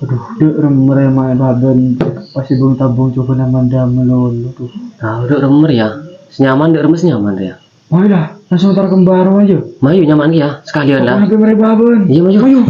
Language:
Madurese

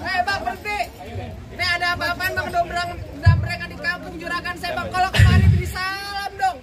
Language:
Betawi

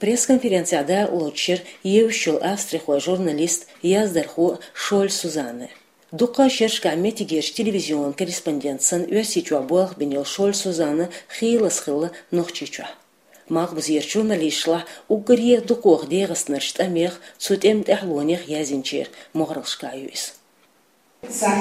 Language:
Chechen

